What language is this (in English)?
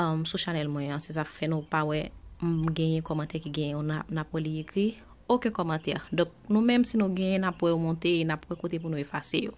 Haitian Creole